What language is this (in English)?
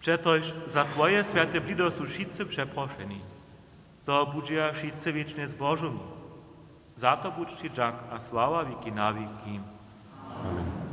Upper Sorbian